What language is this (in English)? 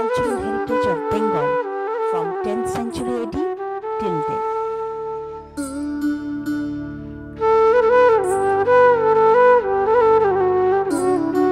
Bangla